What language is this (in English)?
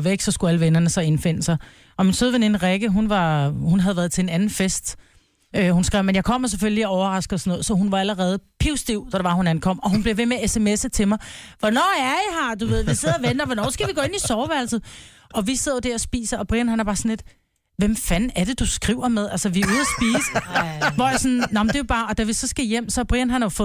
Danish